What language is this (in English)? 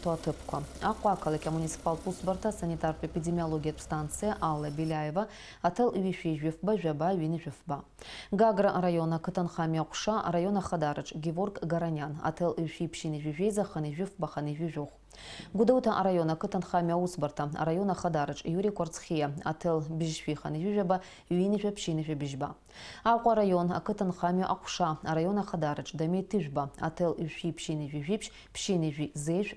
Abkhazian